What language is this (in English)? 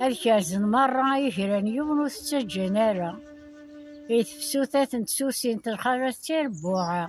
Kabyle